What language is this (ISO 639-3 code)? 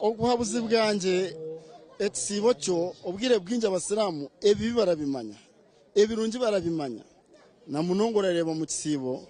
nyn